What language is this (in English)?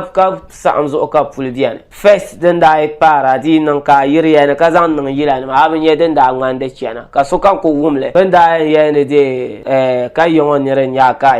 Dagbani